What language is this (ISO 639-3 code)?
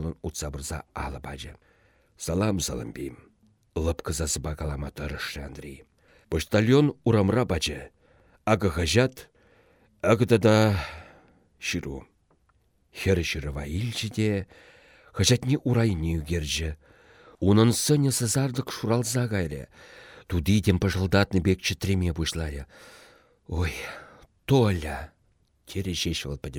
chv